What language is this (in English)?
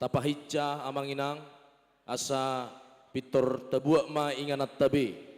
Batak Toba